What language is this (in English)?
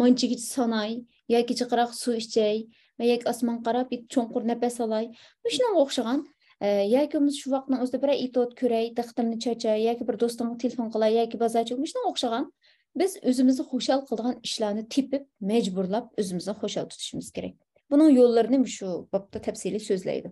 Uyghur